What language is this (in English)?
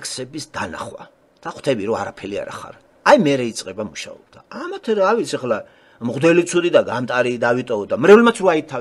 Georgian